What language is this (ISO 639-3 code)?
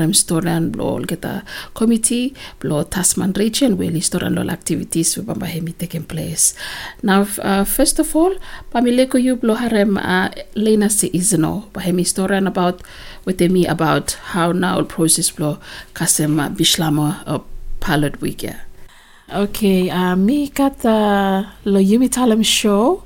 bis